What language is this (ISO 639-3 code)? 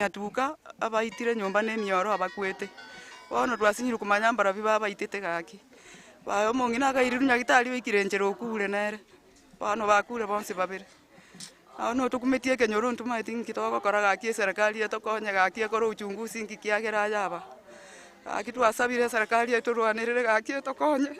guz